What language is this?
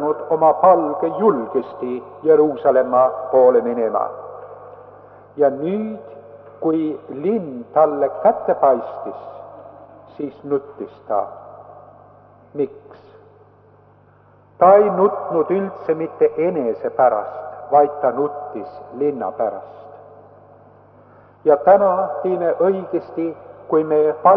Estonian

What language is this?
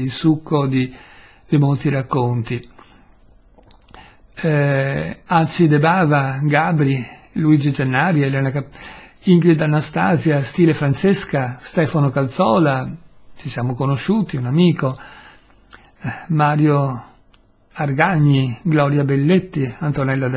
Italian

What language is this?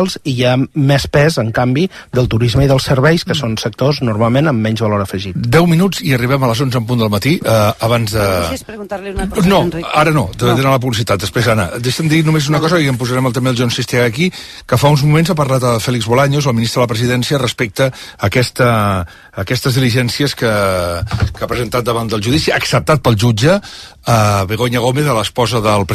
Catalan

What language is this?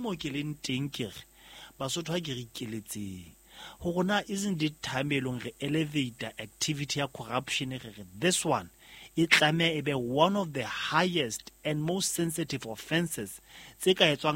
Southern Sotho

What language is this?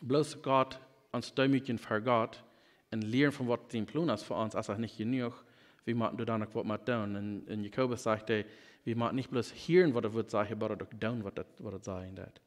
Plautdietsch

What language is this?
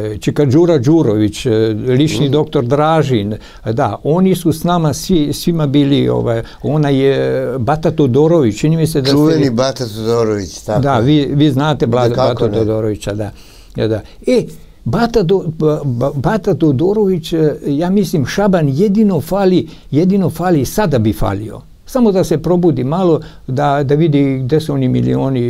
Serbian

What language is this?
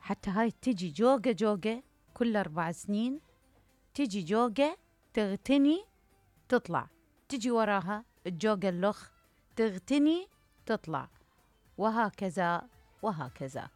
Mesopotamian Arabic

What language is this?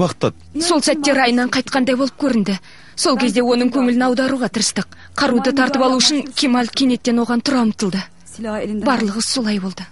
Kazakh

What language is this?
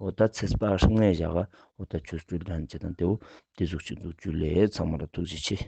Ladakhi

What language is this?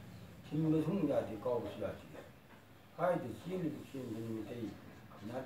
Manipuri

